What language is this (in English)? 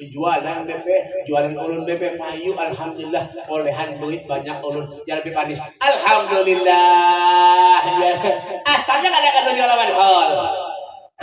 Banjar